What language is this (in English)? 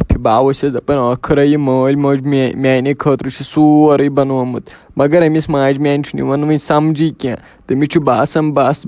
Kashmiri